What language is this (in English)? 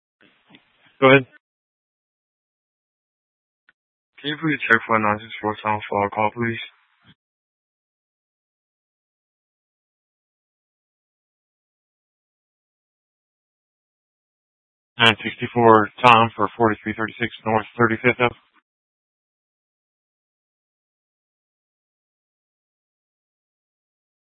English